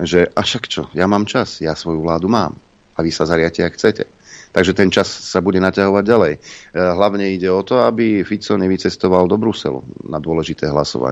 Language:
Slovak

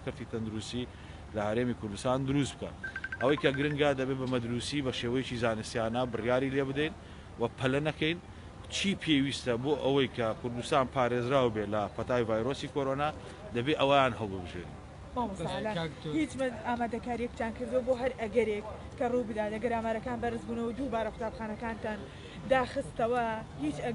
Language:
Central Kurdish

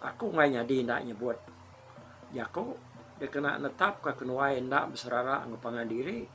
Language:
Iban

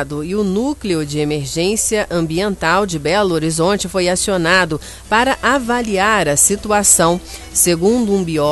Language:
Portuguese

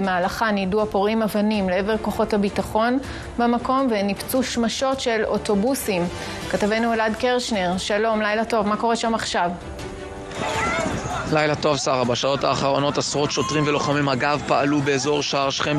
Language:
Hebrew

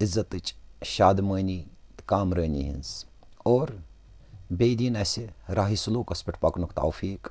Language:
Kashmiri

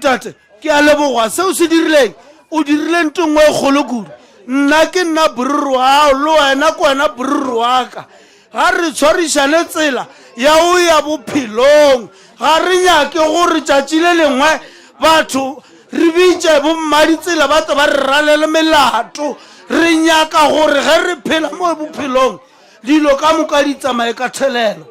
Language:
Northern Sotho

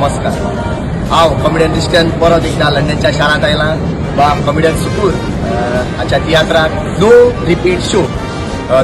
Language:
Konkani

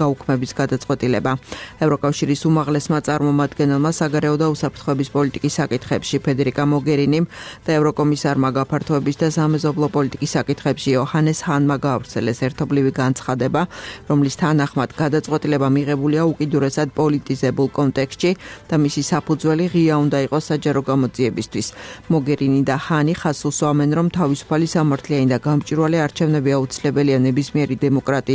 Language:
Georgian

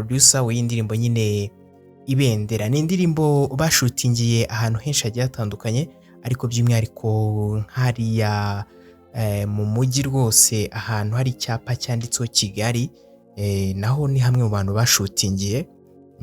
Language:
Kinyarwanda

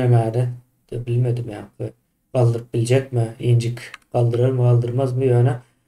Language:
Turkmen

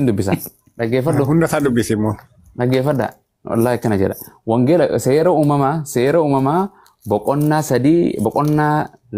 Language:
Oromo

